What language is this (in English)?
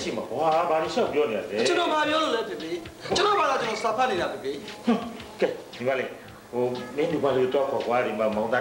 Burmese